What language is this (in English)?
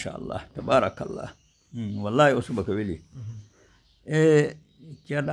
Fula